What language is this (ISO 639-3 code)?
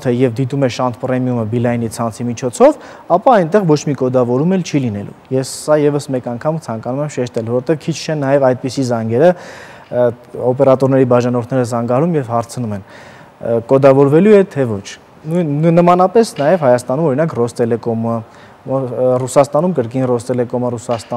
hye